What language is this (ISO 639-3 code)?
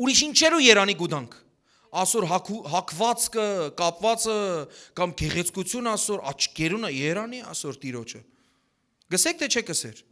hyw